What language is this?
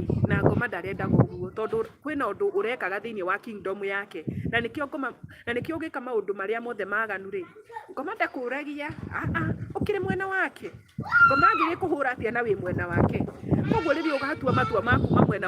Kikuyu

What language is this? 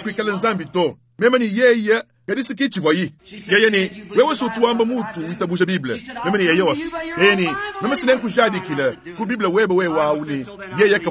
Luba-Lulua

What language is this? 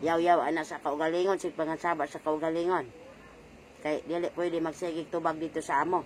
Cebuano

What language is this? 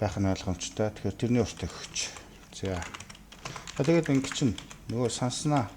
Mongolian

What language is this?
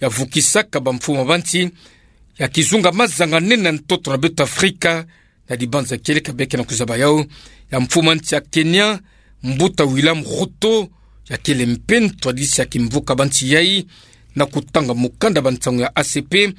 Kituba (Democratic Republic of Congo)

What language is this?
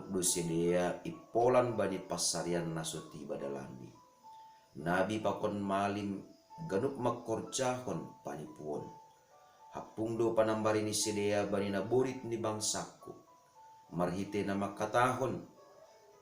Batak Simalungun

